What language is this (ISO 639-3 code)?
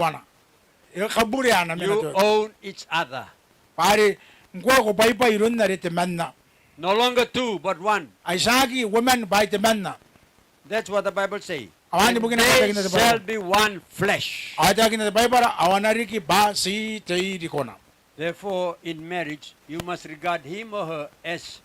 gil